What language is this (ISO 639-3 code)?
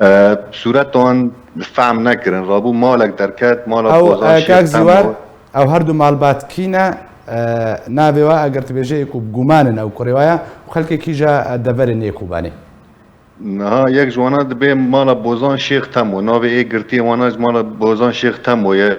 kur